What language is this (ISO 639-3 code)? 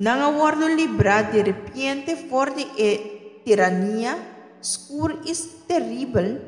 pap